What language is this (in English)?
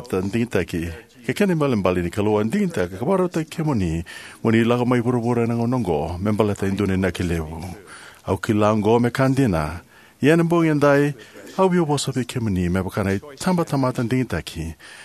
Fijian